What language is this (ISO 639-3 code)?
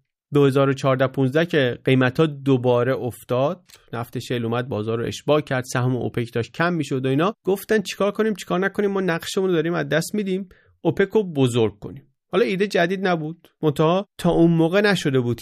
fas